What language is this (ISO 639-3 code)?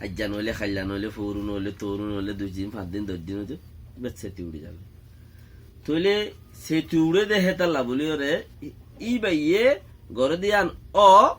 rhg